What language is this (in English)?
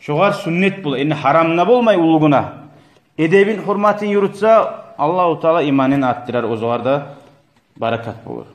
Kumyk